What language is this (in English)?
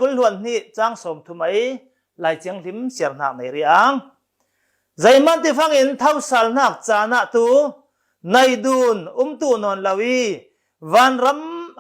Falam Chin